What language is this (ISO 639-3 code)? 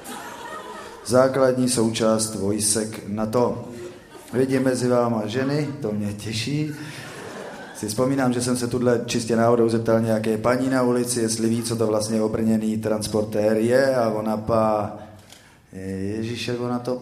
ces